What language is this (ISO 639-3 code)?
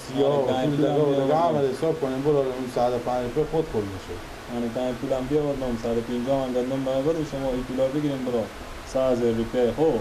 fas